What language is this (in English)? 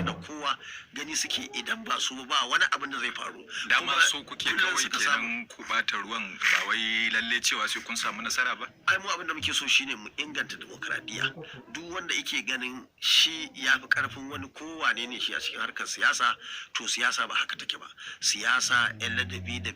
Hausa